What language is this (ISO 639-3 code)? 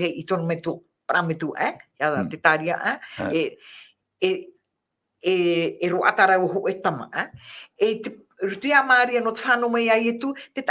tah